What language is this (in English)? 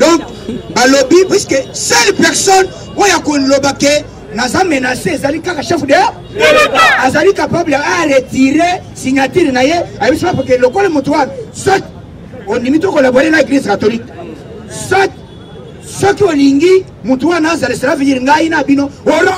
Lingala